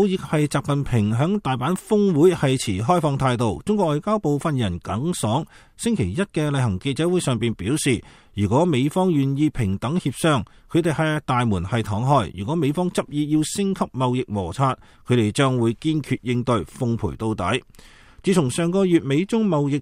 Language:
Cantonese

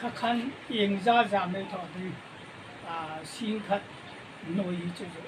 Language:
Hmar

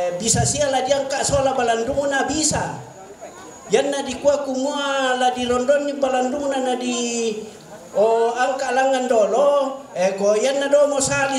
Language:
Toraja-Sa'dan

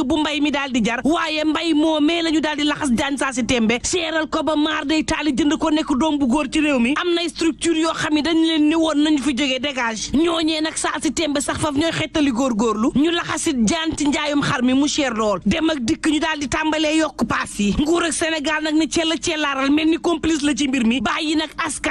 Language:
Wolof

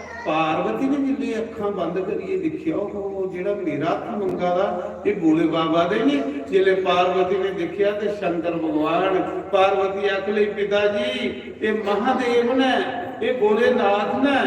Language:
Dogri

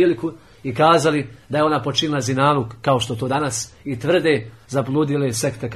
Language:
Bosnian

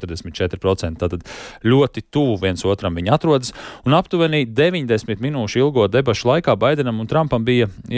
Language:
Latvian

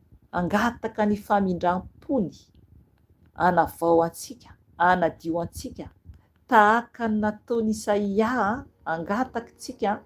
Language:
Malagasy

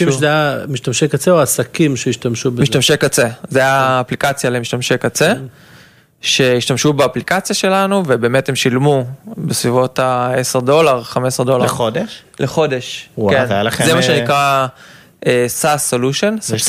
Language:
Hebrew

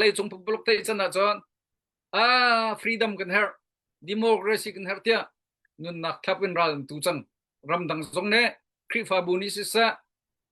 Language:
Hakha Chin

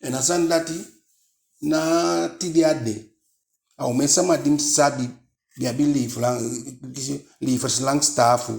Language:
Eastern Maroon Creole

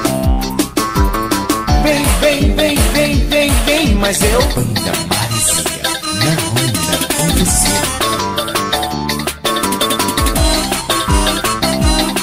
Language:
Portuguese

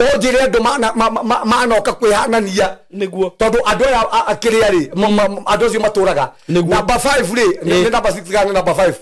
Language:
Kikuyu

